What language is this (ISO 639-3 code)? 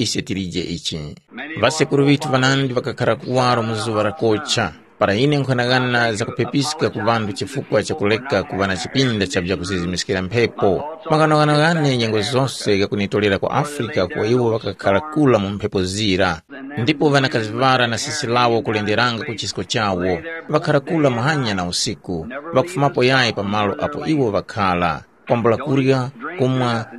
tum